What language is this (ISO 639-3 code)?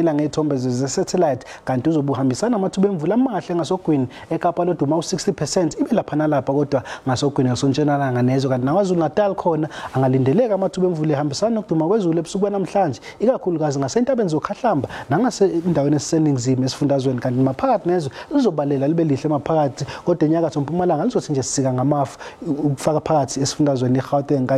zul